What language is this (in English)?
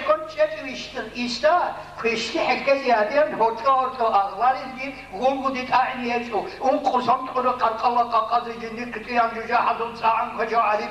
Avaric